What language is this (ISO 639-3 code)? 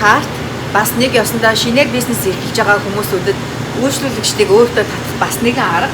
mon